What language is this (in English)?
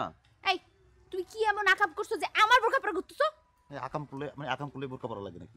Bangla